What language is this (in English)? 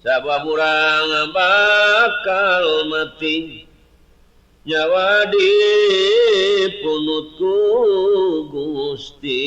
Sundanese